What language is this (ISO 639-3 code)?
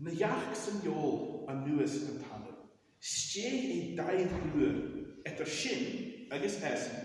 gla